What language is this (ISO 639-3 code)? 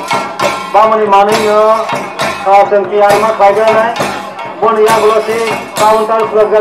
trp